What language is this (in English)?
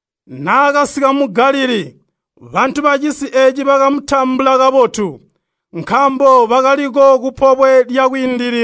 Tonga (Zambia)